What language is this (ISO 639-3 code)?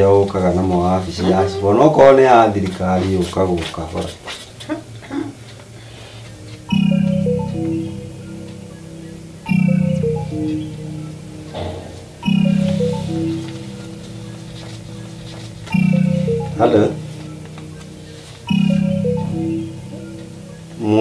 kik